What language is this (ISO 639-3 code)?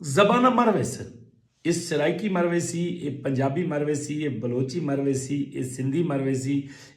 skr